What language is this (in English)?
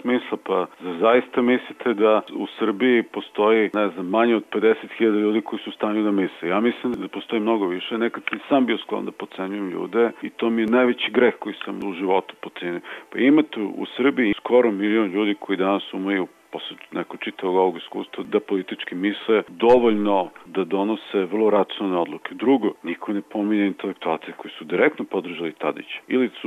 Serbian